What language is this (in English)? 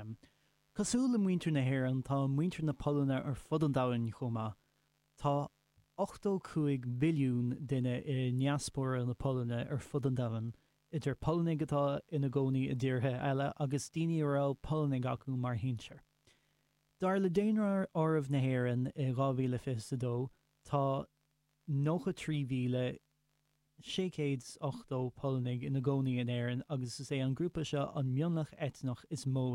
Irish